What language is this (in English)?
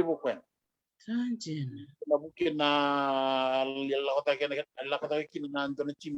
Fijian